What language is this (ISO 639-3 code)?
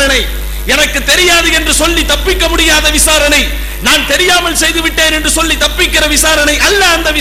tam